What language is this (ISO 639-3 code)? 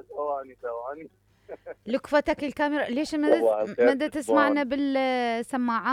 acm